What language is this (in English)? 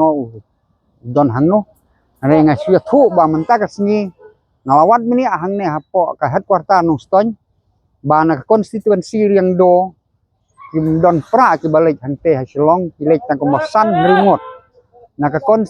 Khasi